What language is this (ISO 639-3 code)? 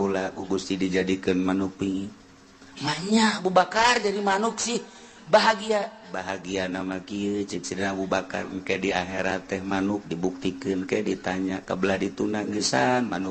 sun